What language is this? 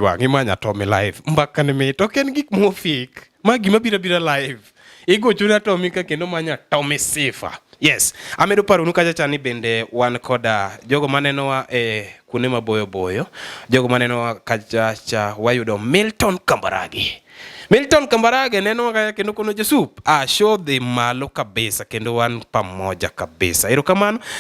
Luo (Kenya and Tanzania)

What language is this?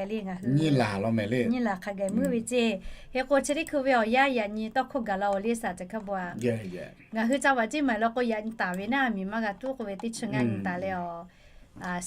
Lahu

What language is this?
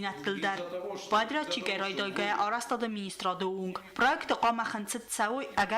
Ossetic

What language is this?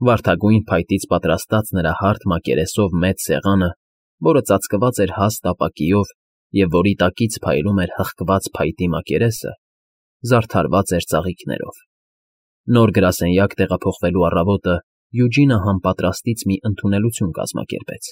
Armenian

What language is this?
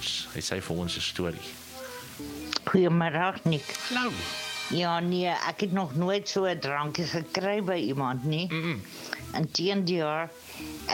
Afrikaans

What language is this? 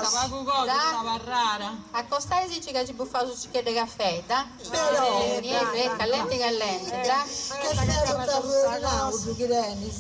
Sardinian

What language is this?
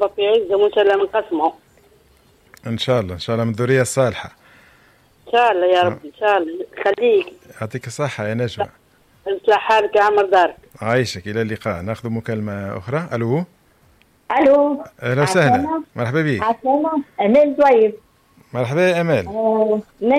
Tunisian Arabic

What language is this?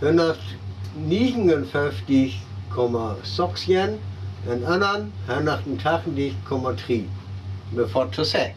Northern Frisian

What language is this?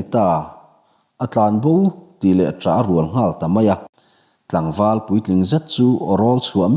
Mizo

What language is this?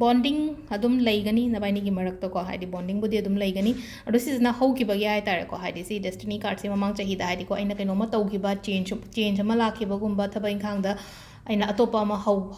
Manipuri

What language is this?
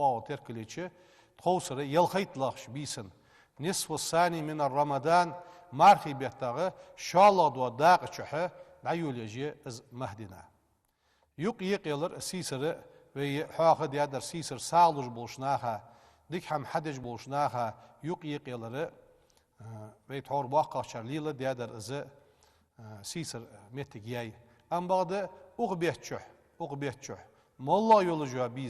Ingush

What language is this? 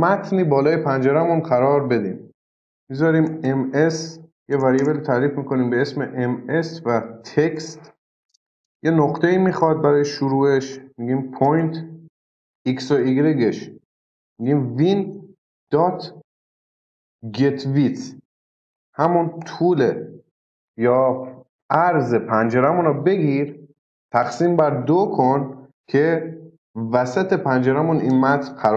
Persian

